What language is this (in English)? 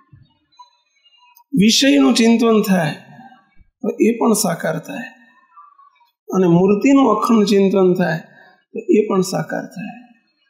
Gujarati